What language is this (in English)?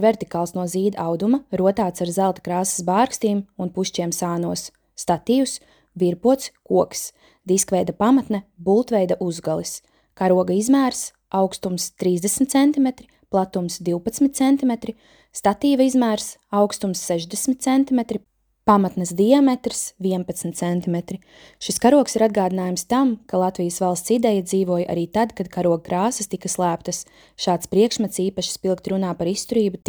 Latvian